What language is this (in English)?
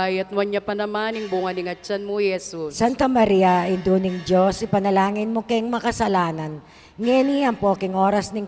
Pampanga